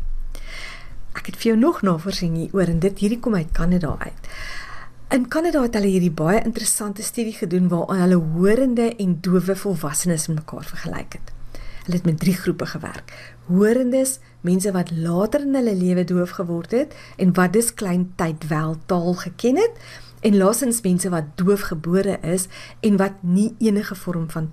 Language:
Afrikaans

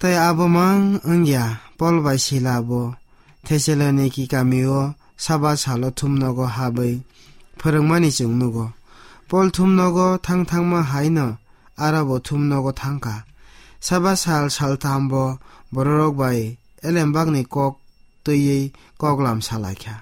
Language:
Kok Borok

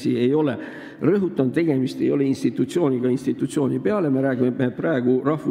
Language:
Estonian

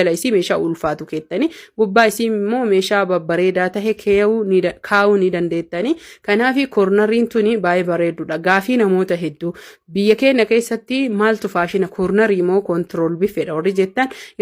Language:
Oromo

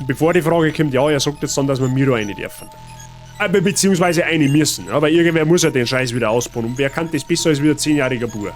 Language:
Bavarian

